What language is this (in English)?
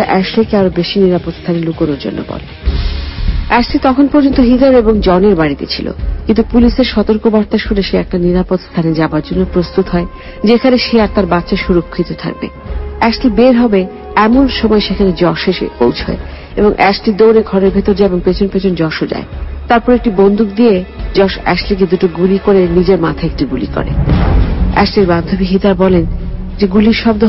Bangla